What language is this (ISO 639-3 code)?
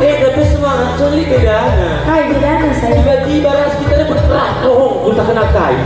btx